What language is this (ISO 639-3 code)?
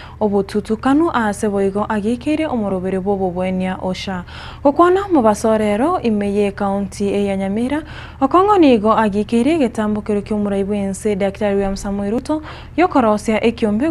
guz